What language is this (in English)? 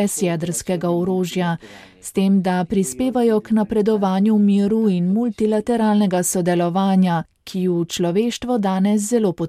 Slovenian